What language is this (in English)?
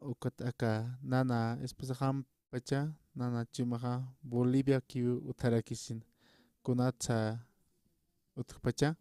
Aymara